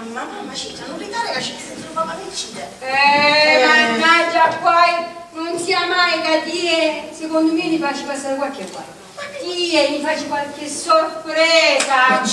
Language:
Italian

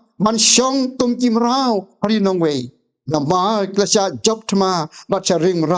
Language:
Khasi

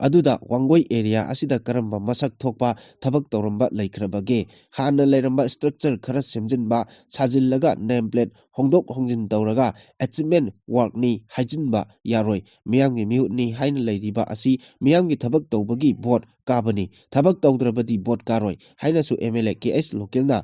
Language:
Manipuri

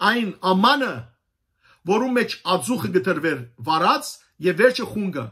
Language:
Western Armenian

